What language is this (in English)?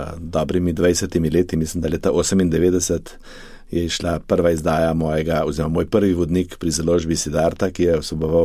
Slovenian